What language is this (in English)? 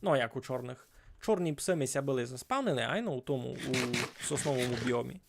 Rusyn